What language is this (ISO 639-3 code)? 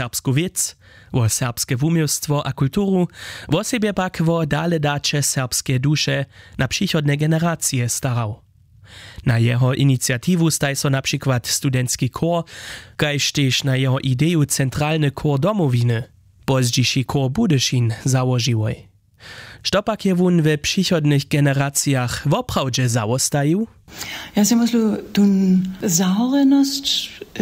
hsb